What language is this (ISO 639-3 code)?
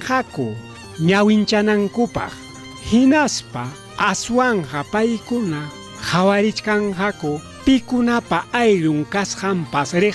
quy